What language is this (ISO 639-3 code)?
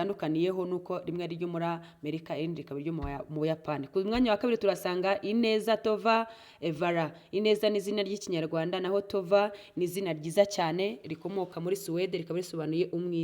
kin